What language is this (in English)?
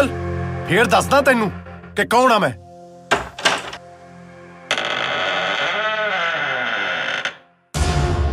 Punjabi